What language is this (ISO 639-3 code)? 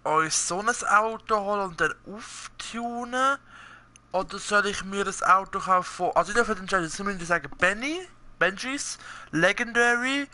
gsw